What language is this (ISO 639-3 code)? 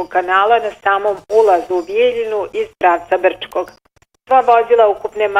bos